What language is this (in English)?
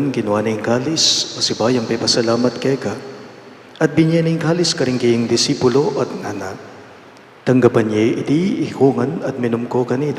Pampanga